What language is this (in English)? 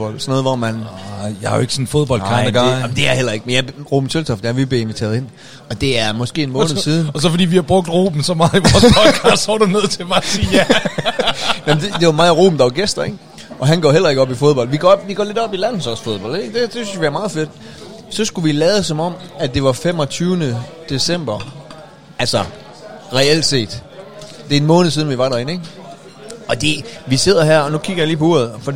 Danish